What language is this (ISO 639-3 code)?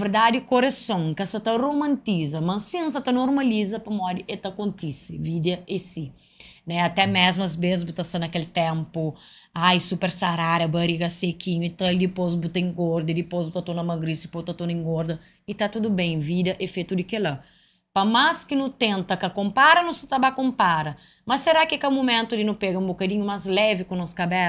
kea